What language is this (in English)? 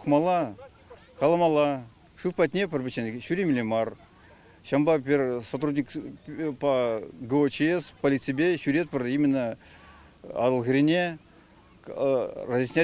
Chuvash